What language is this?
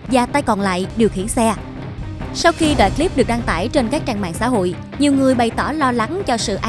Vietnamese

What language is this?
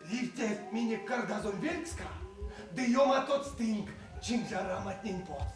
Erzya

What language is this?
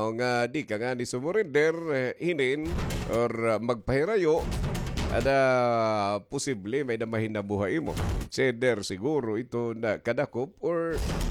Waray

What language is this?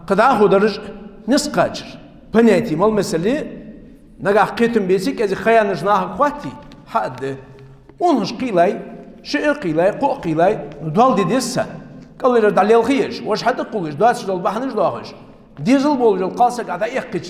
Ingush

